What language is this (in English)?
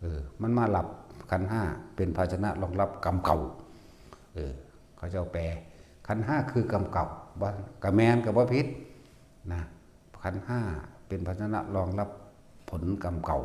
Northeastern Thai